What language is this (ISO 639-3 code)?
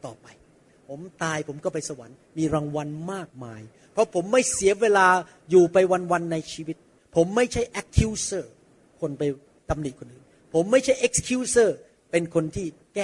tha